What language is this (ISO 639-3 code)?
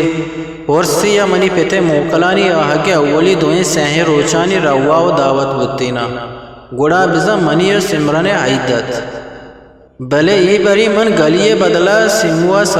bgp